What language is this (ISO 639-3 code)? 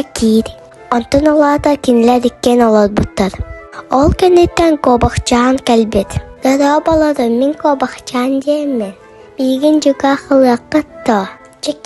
sah